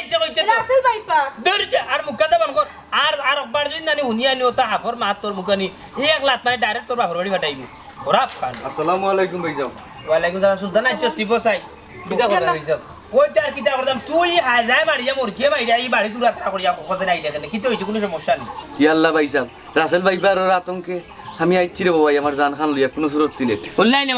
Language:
Sylheti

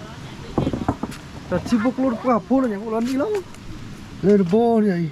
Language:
S'gaw Karen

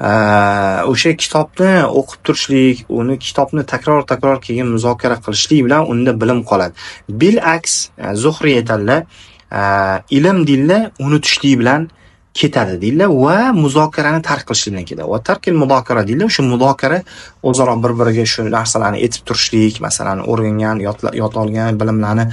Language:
Uzbek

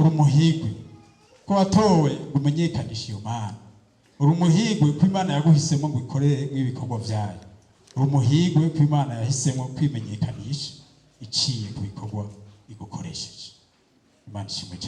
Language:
Rundi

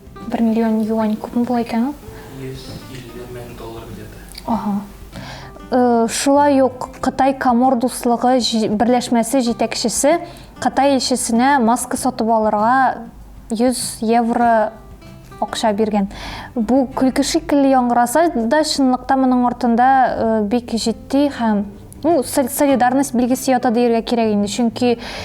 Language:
Tatar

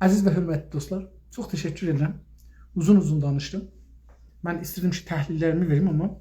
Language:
South Azerbaijani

